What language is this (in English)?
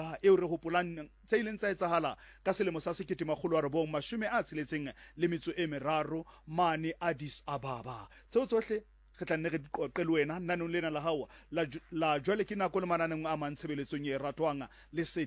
Southern Sotho